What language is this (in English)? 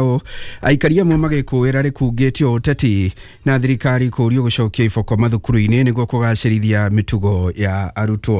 Kikuyu